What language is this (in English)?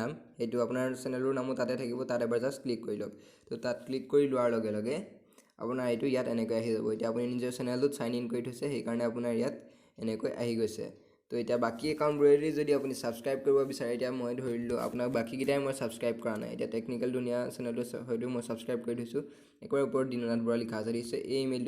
Assamese